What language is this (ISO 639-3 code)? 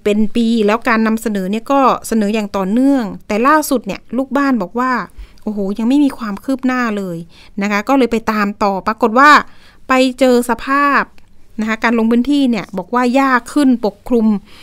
tha